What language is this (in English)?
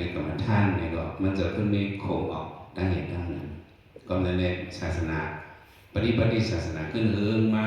Shan